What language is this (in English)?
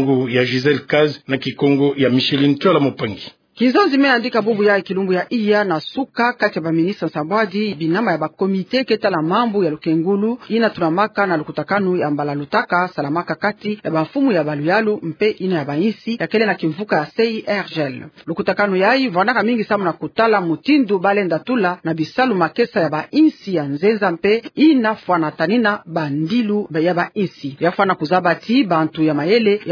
Kituba (Democratic Republic of Congo)